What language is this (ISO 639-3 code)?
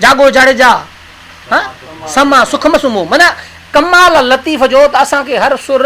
snd